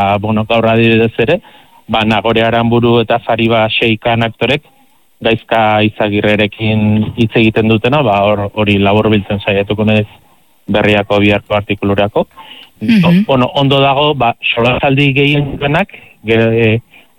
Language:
Basque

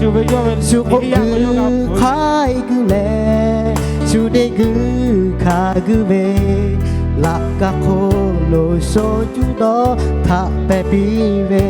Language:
Lahu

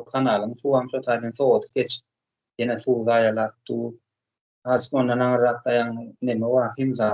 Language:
Turkmen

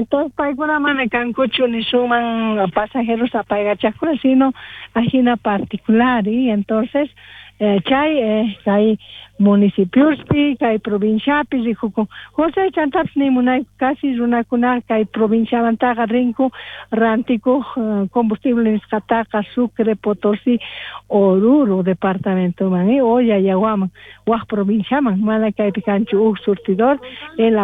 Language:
South Bolivian Quechua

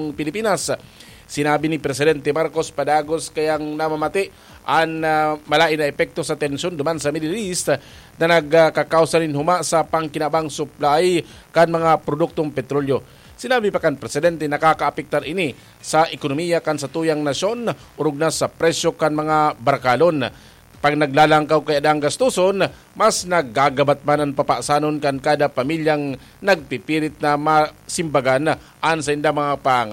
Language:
Bikol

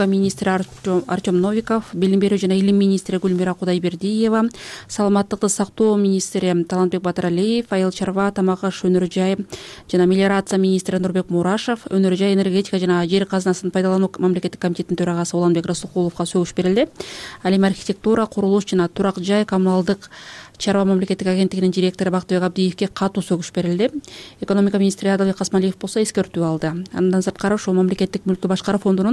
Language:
Kyrgyz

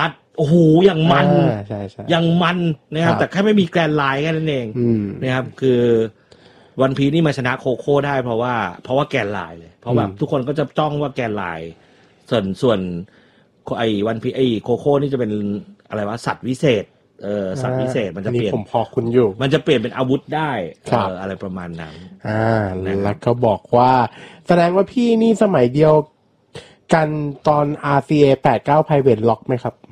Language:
Thai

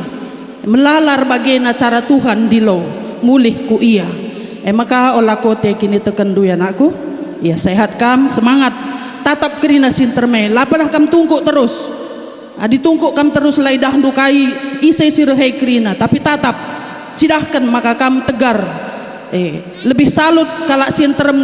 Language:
Batak Karo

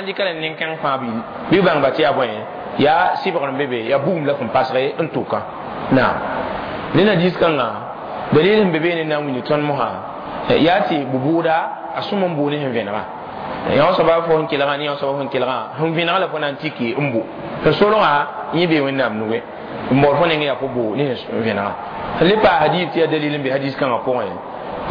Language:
Mossi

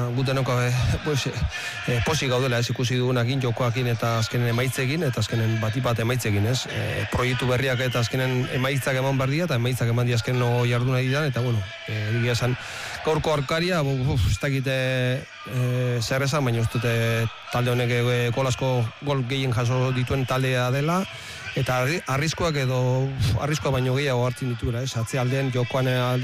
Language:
Basque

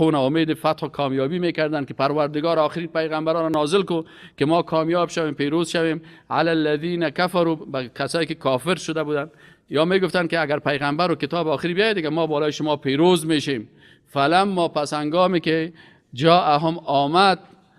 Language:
Persian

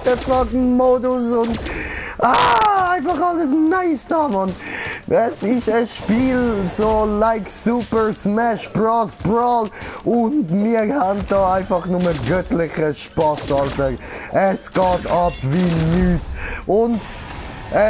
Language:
Swiss German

